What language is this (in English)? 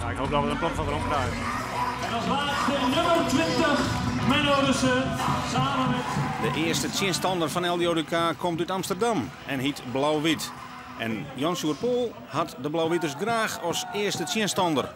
Western Frisian